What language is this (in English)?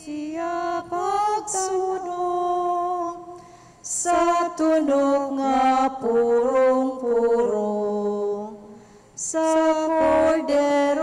Cebuano